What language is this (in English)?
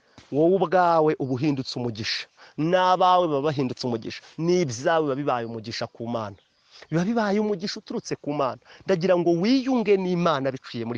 Kinyarwanda